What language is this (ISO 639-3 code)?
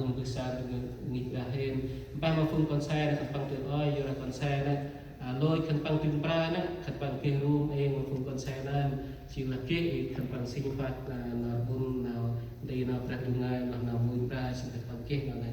cmo